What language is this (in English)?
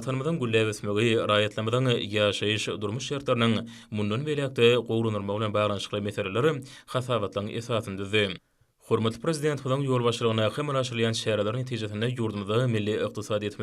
Turkmen